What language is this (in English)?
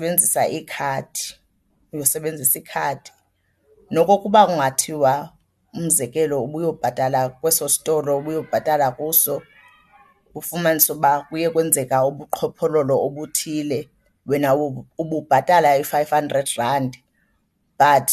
Xhosa